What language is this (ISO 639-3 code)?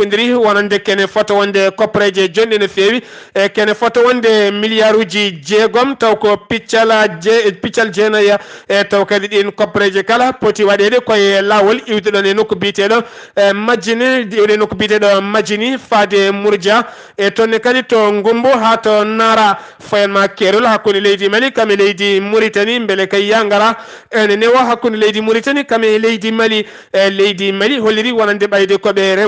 ful